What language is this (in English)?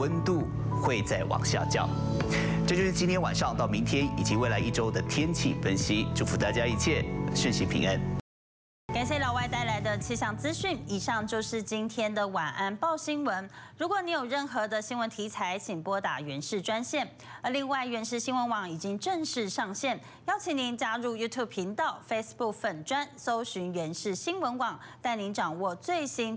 Chinese